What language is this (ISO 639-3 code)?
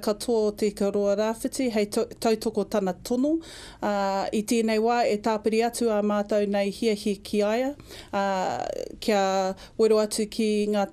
mri